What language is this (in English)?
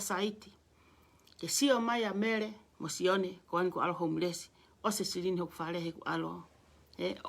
Tongan